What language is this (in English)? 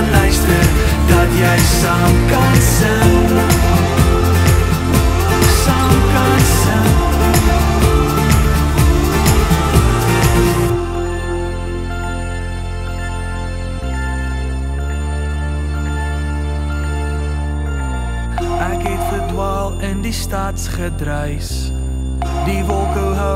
Afrikaans